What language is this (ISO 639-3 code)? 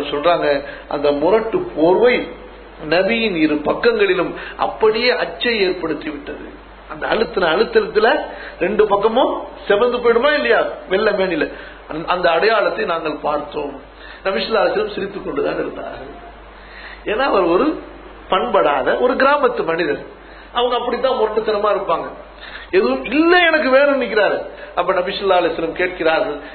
tam